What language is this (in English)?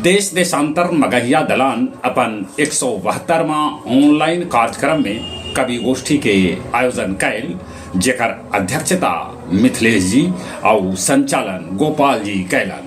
Magahi